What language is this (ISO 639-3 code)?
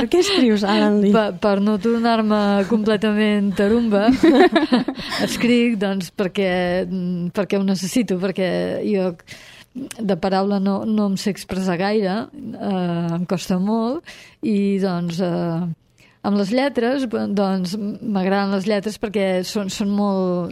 cat